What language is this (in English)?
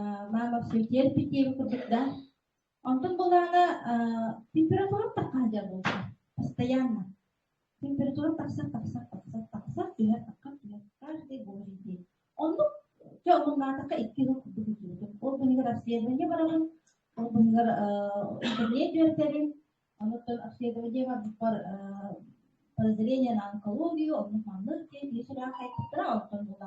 Yakut